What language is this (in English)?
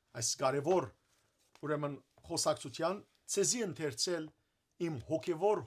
Western Armenian